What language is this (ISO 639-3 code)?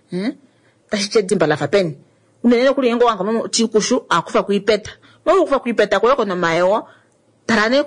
kua